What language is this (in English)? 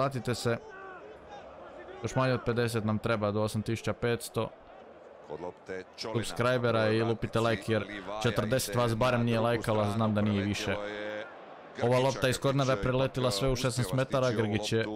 Croatian